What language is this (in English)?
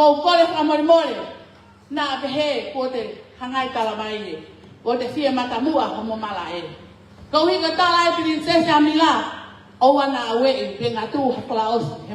Tongan